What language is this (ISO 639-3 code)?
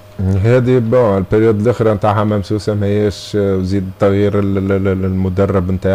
aeb